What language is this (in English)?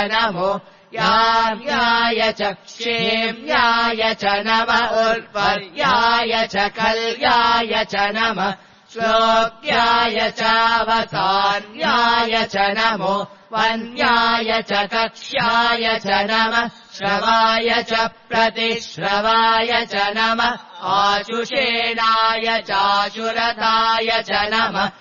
Sanskrit